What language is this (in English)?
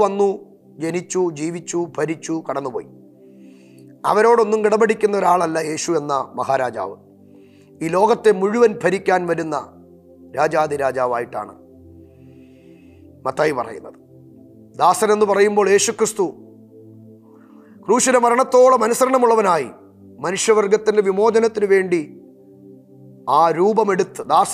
Malayalam